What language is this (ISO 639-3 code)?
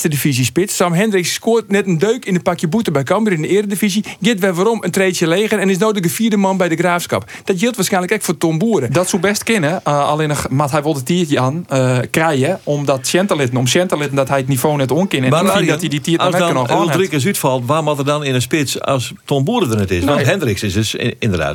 fry